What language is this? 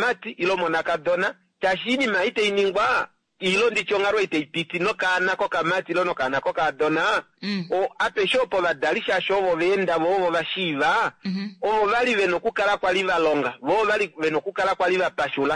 Kuanyama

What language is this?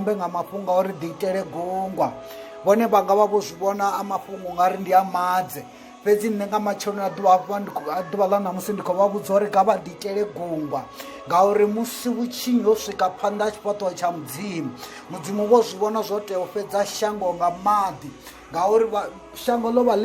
Venda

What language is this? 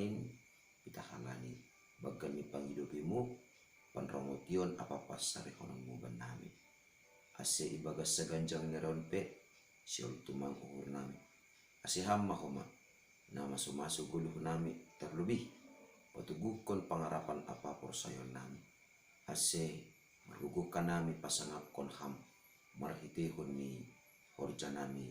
Batak Simalungun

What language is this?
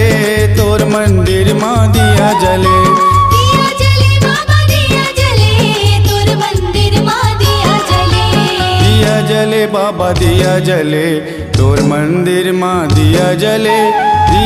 Chhattisgarhi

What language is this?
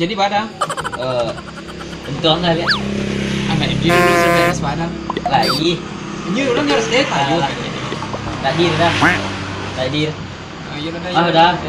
Minangkabau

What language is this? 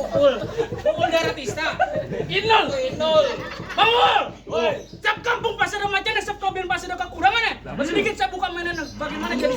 Betawi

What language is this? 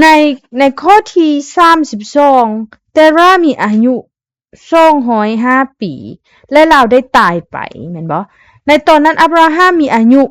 Lao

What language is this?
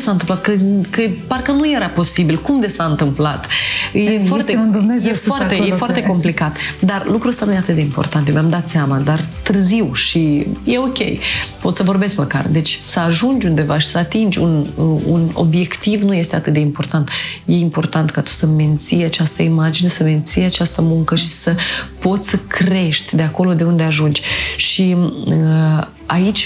Romanian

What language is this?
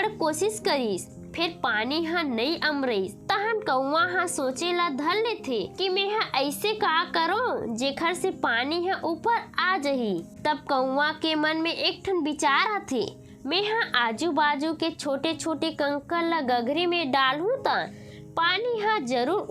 Chhattisgarhi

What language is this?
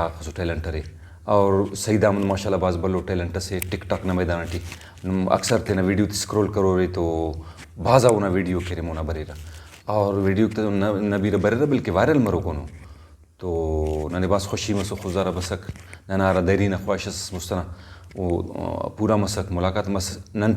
Brahui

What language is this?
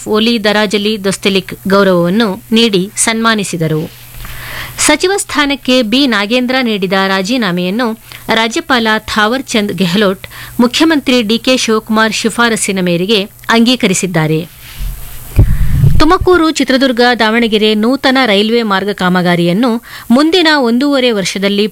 Kannada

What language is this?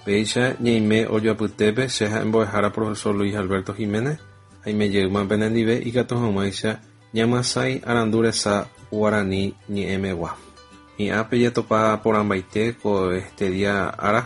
Guarani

